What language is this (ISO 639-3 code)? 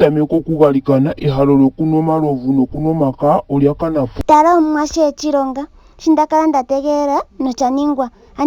ndo